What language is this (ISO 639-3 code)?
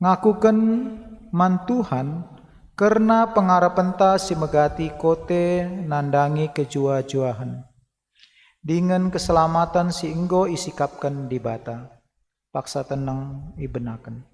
btx